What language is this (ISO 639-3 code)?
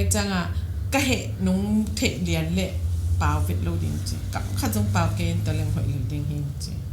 ctd